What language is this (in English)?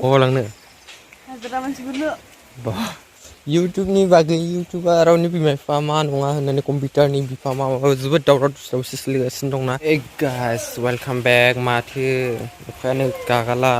Bodo